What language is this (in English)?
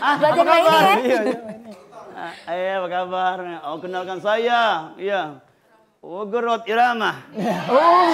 Musi